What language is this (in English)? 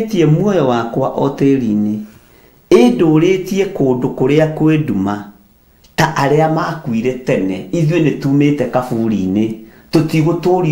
Kikuyu